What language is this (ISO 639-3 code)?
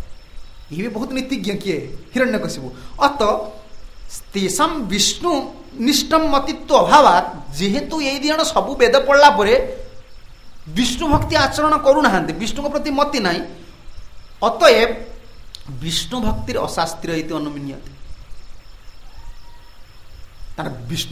ori